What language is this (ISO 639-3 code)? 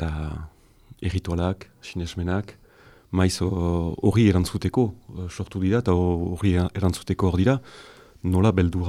eus